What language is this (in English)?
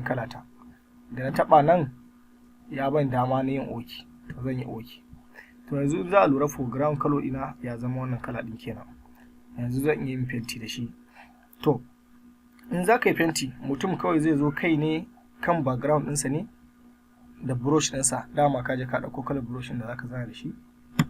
Hausa